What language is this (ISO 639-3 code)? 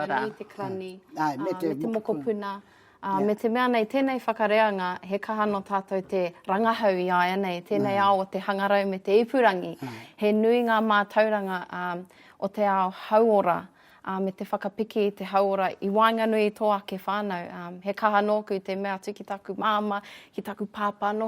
mri